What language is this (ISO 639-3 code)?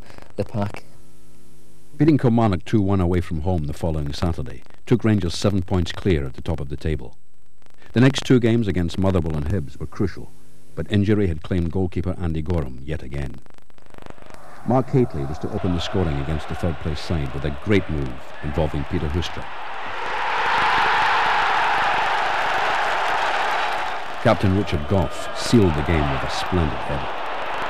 eng